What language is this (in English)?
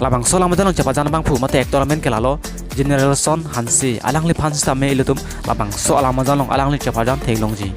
Karbi